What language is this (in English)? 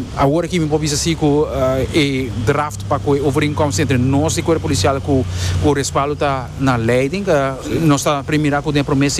Papiamento